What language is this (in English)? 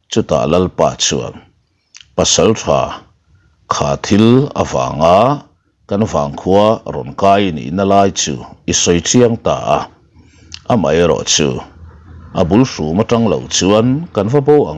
Mizo